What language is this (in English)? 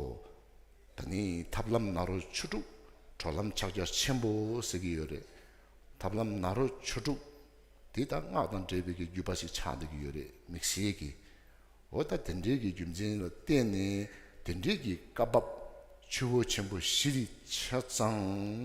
Tibetan